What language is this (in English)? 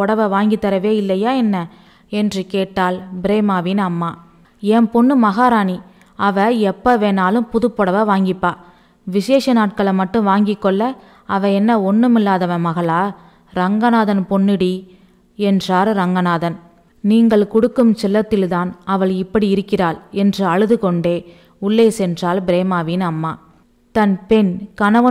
Tamil